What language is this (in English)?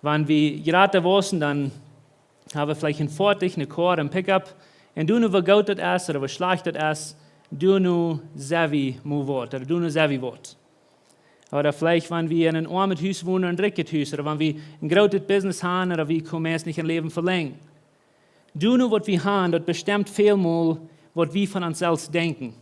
Plautdietsch